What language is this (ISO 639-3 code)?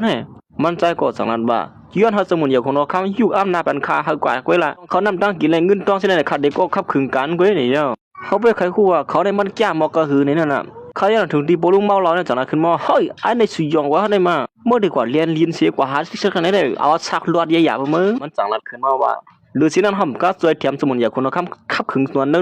shn